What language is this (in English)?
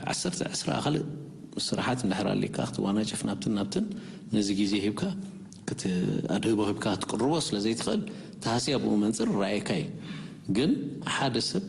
Tigrinya